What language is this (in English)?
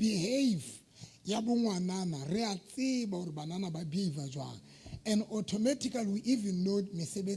Southern Sotho